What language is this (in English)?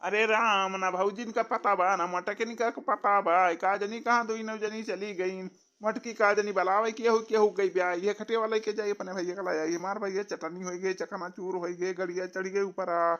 Awadhi